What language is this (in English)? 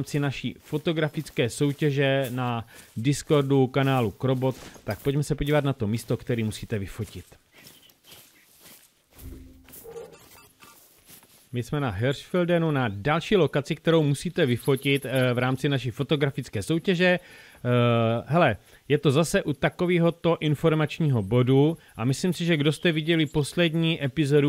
Czech